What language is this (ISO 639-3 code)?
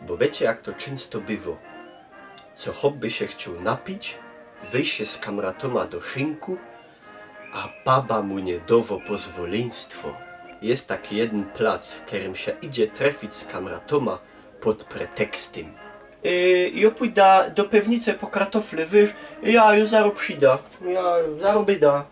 szl